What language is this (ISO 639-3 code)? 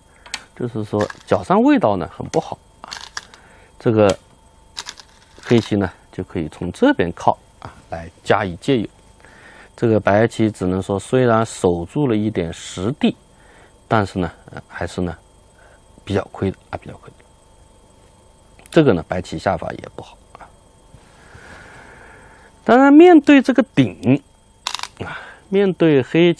zho